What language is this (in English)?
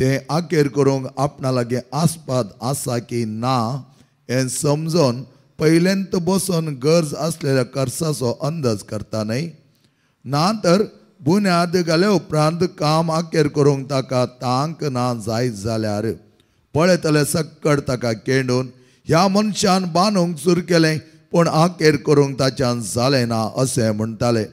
Konkani